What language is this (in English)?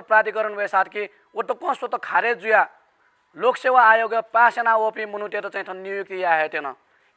Newari